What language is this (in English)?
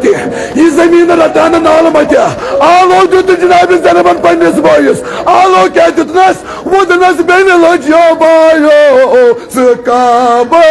Kashmiri